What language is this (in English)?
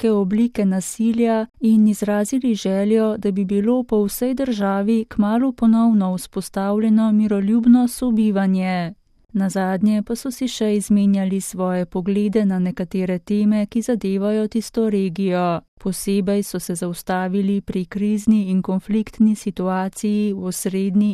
Slovenian